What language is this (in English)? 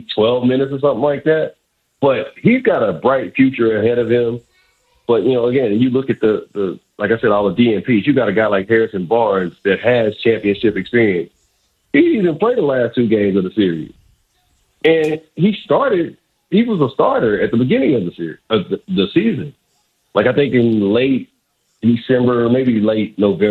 English